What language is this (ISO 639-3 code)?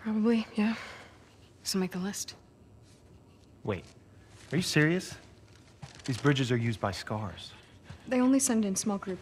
eng